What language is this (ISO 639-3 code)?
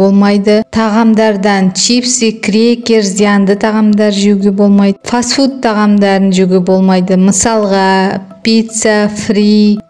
kaz